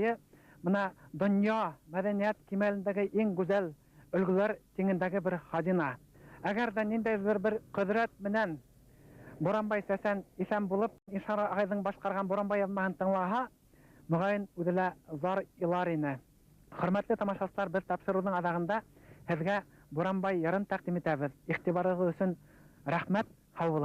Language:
Bashkir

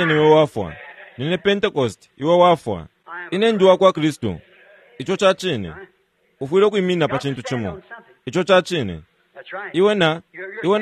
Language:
Bemba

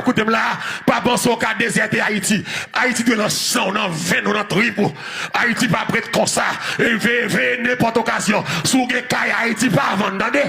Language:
Haitian Creole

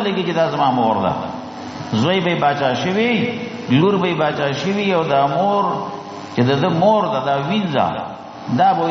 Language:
Pashto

